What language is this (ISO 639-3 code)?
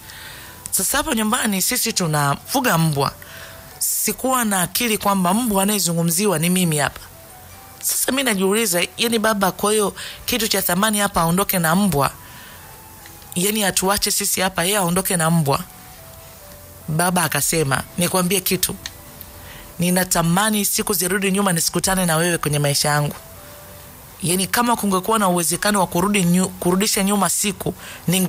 swa